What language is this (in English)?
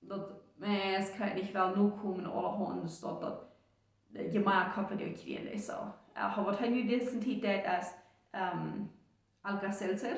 Plautdietsch